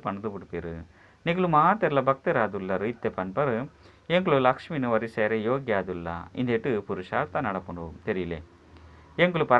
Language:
Tulu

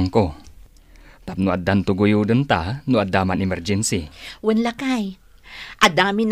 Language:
Iloko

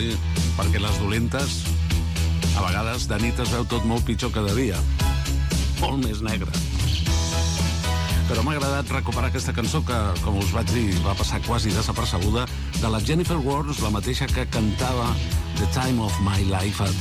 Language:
Catalan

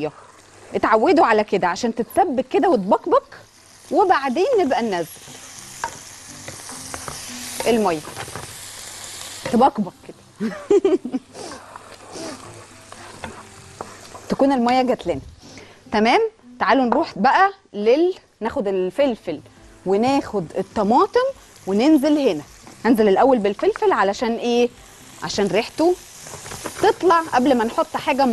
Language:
Egyptian Arabic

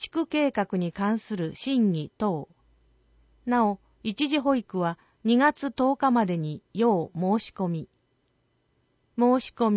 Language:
Japanese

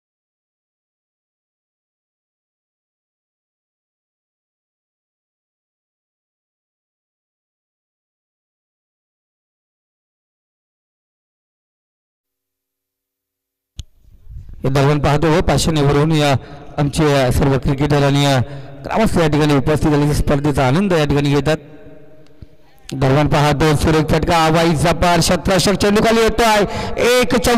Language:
Marathi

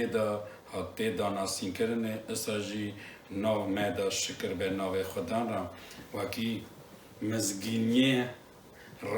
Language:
Kurdish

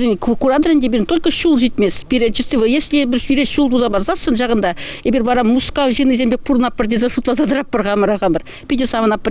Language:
Chuvash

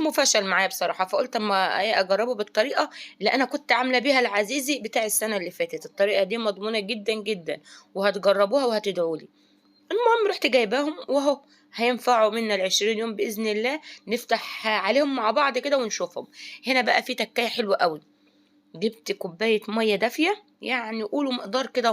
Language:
Egyptian Arabic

